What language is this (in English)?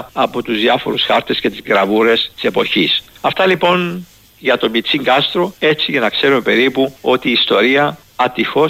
Greek